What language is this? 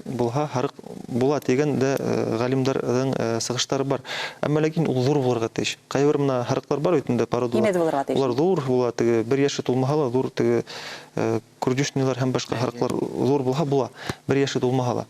Bashkir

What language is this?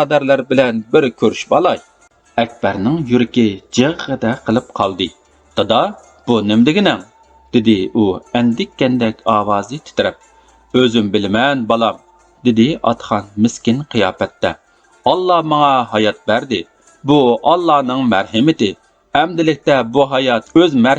Uyghur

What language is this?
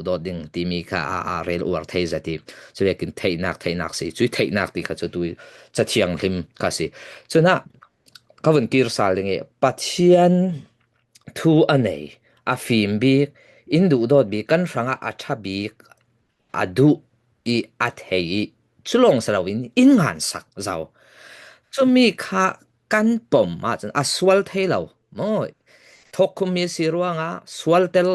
Falam Chin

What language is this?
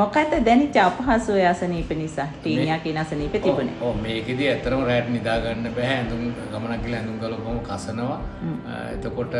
Sinhala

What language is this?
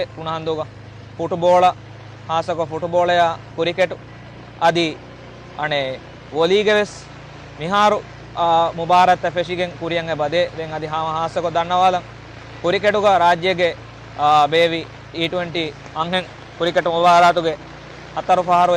Divehi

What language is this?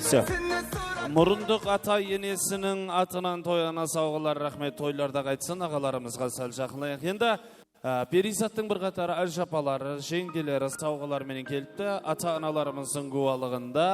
Kara-Kalpak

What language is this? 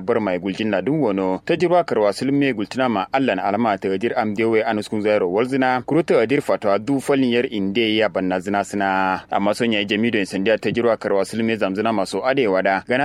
Kanuri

